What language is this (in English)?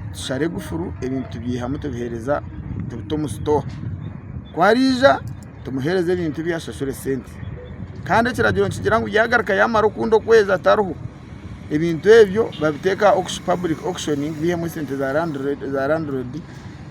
Nyankole